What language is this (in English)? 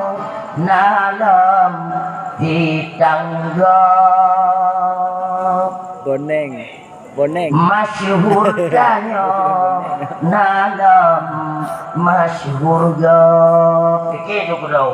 Achinese